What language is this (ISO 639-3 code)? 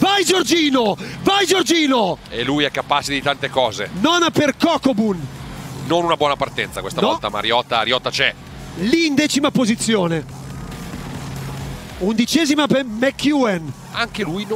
ita